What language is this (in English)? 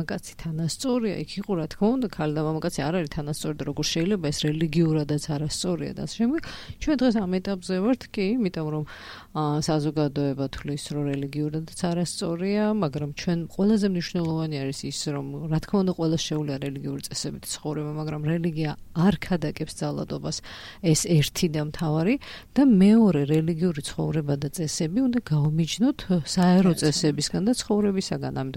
Georgian